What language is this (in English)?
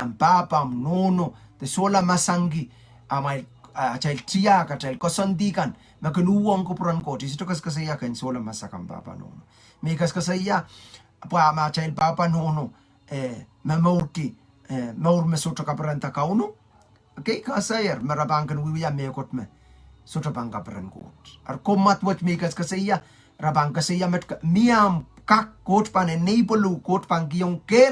Pohnpeian